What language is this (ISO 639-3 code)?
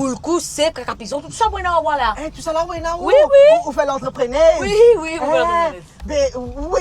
mfe